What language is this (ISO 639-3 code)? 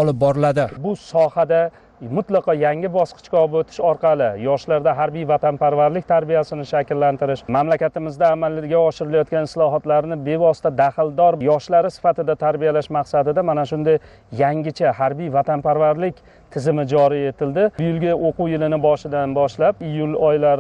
uzb